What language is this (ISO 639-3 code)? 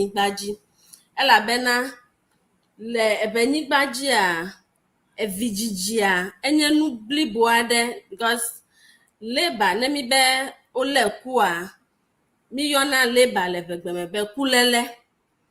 ewe